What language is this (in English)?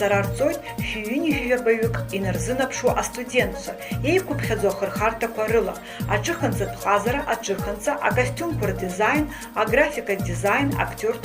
Abkhazian